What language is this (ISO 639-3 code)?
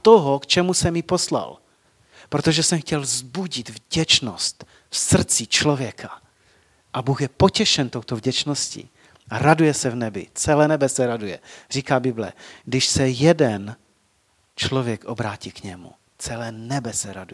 ces